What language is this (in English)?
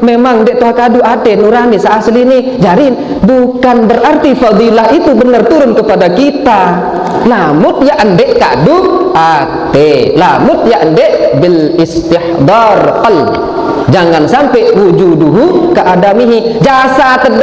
Sasak